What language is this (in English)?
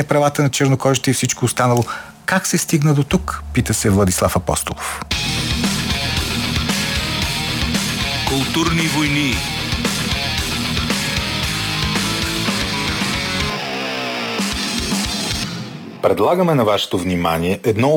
Bulgarian